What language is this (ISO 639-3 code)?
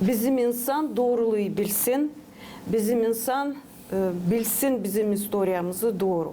gag